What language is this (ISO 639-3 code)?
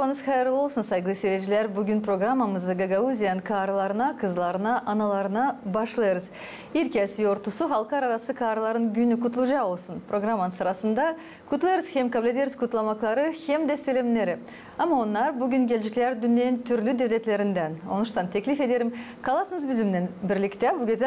gag